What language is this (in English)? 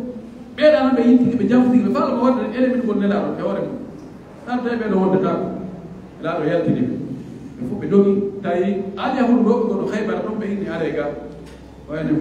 Pular